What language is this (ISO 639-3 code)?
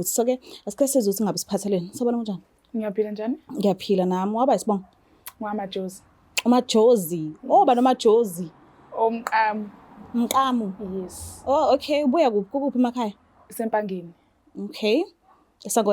zul